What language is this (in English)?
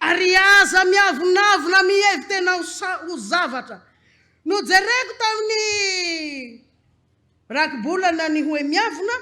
Malagasy